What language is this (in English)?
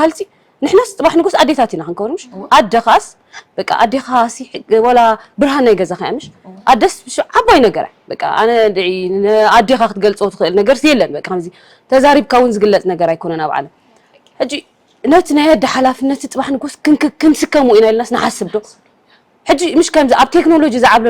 Tigrinya